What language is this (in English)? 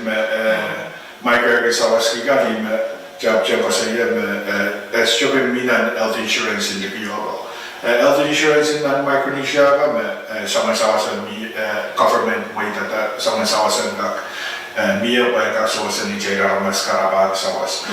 Pohnpeian